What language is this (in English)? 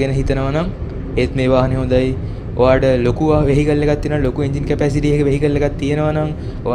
Sinhala